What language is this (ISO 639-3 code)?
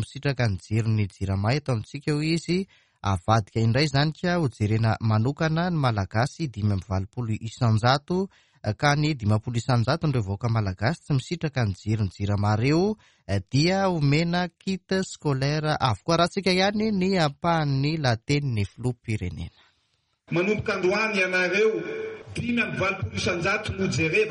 mlg